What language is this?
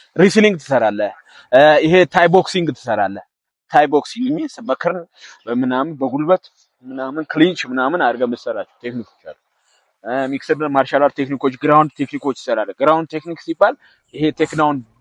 Amharic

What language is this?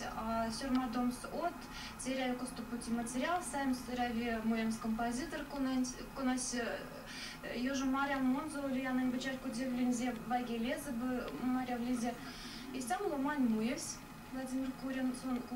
Erzya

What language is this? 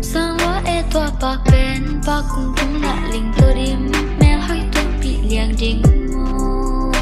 Tedim Chin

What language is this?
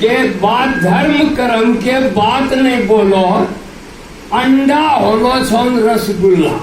Angika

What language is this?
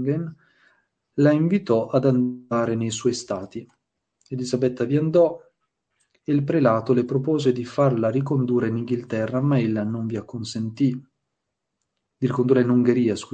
Italian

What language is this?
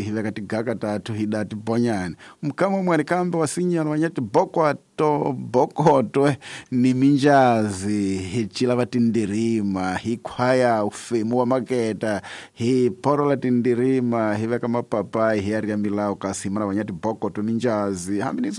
Tsonga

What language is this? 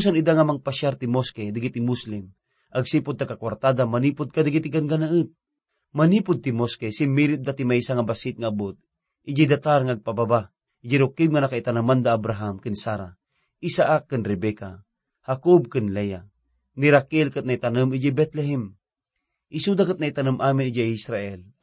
Iloko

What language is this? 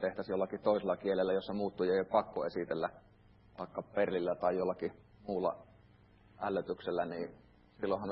Finnish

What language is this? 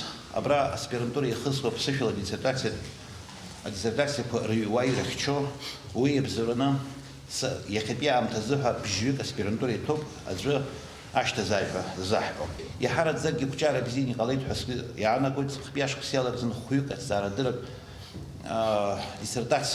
Abkhazian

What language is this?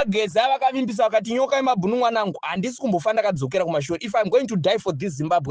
Shona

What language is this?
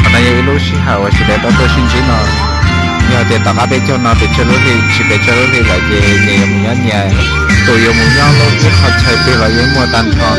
Hmong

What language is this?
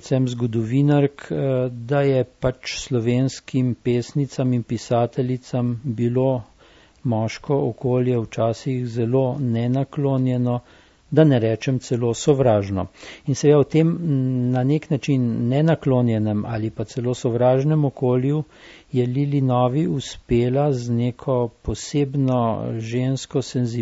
Slovenian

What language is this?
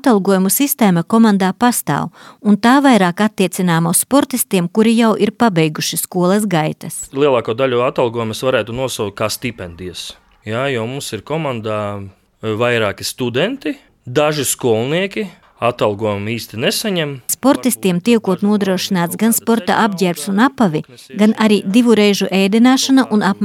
Latvian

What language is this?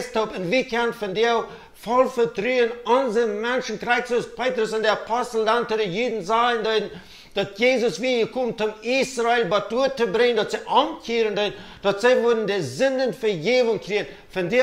Plautdietsch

